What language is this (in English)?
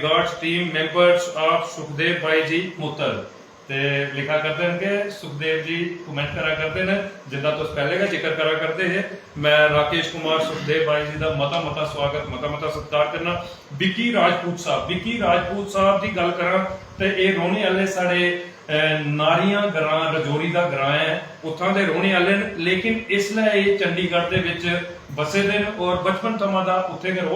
Dogri